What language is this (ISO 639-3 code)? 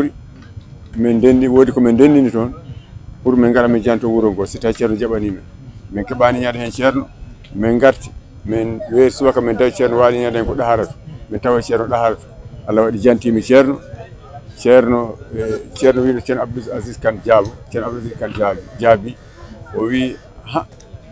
ful